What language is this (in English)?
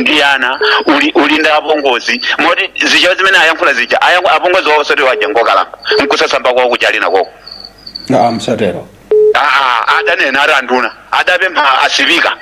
Nyanja